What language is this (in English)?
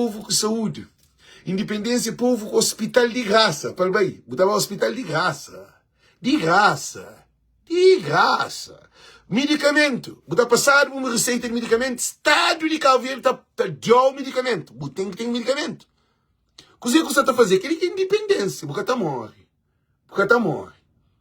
Kabuverdianu